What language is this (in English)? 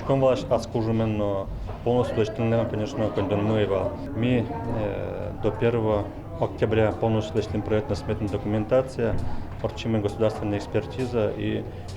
Udmurt